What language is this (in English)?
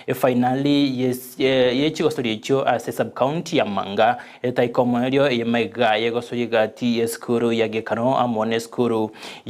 Gusii